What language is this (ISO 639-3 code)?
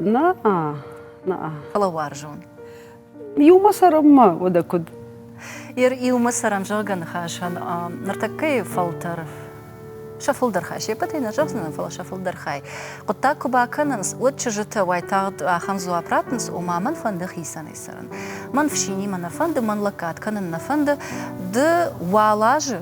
oss